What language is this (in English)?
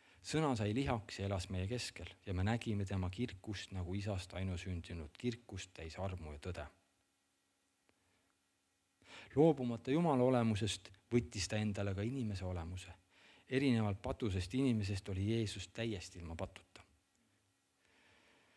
Estonian